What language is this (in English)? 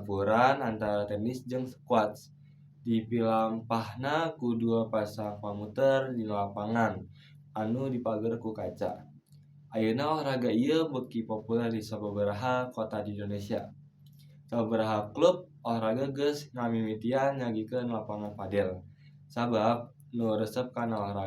Sundanese